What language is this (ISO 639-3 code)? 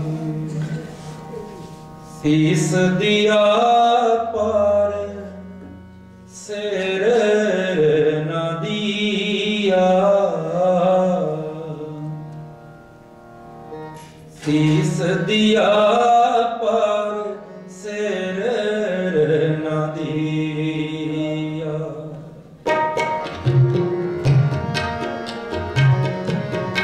pan